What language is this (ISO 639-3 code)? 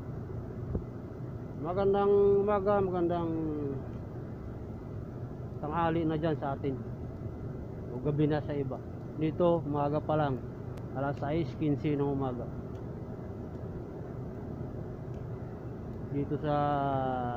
fil